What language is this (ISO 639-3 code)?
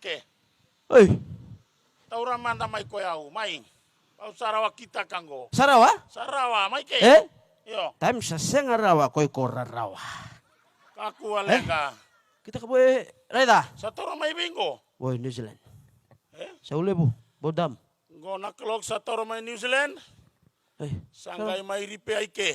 fij